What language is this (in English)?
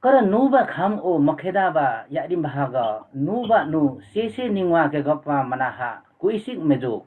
Limbu